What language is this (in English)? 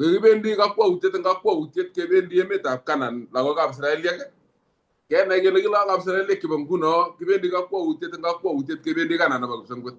Kalenjin